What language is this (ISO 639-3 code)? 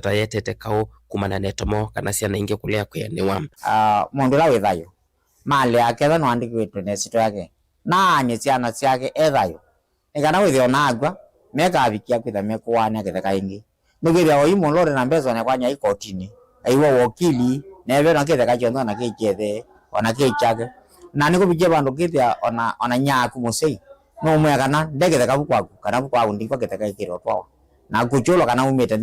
kam